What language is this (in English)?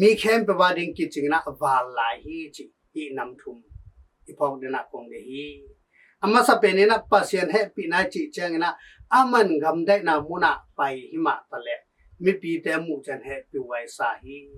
Tedim Chin